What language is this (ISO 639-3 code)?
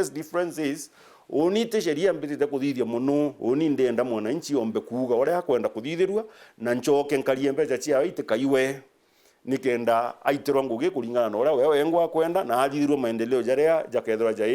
mer